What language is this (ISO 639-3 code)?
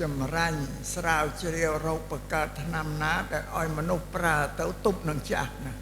khm